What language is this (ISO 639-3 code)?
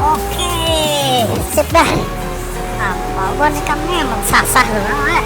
bjn